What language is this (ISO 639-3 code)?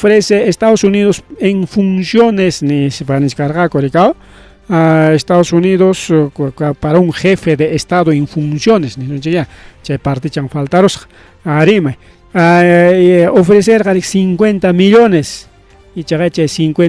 quy